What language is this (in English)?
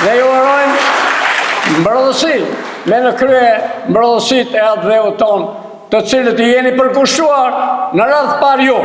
Albanian